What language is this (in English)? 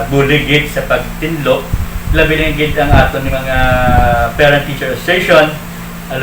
Hiligaynon